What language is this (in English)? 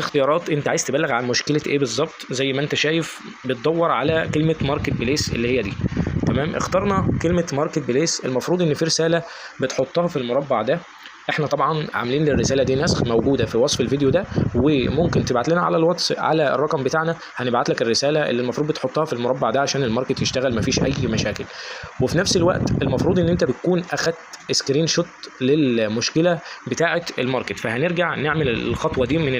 Egyptian Arabic